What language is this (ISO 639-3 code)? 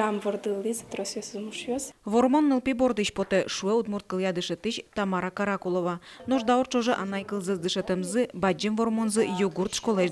udm